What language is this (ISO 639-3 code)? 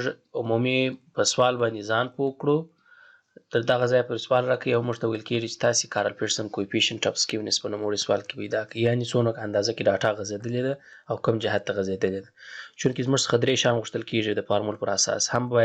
pus